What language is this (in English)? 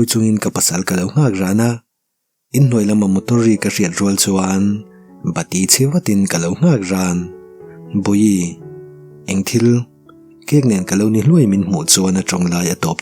Mizo